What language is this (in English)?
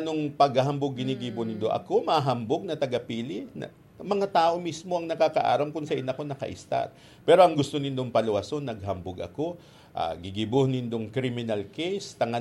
Bikol